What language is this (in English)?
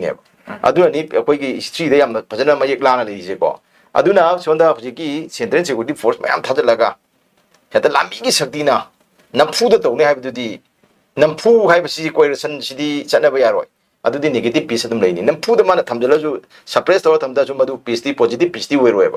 Manipuri